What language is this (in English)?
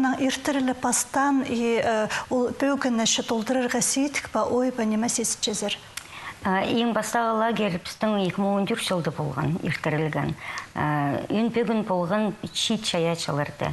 Khakas